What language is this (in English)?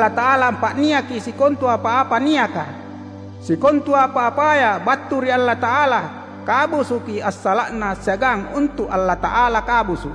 Makasar